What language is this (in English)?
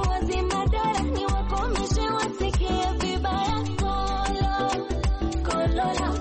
Swahili